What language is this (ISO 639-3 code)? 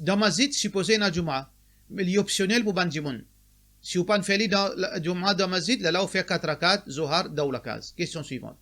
mfe